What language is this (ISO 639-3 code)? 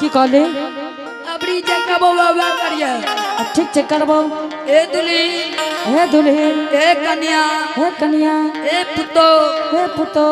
anp